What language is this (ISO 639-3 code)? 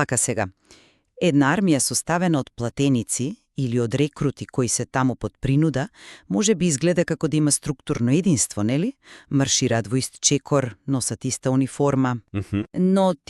mkd